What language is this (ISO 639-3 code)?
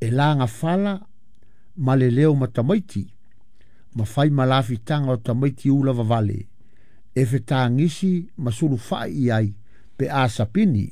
smo